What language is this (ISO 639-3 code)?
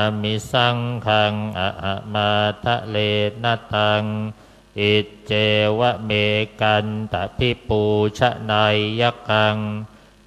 pli